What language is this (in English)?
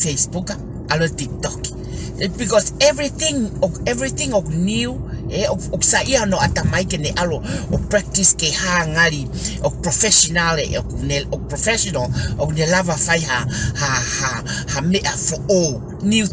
Tongan